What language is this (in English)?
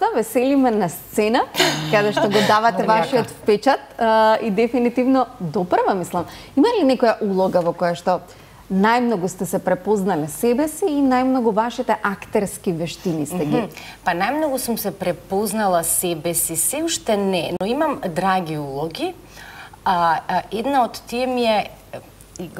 Macedonian